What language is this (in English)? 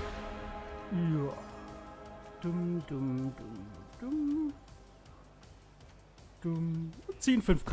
German